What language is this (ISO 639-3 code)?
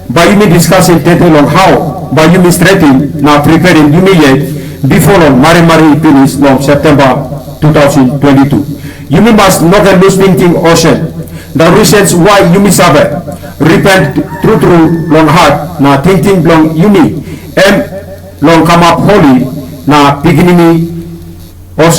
tpi